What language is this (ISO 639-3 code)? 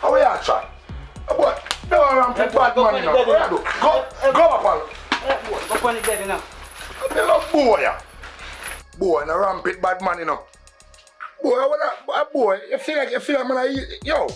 jam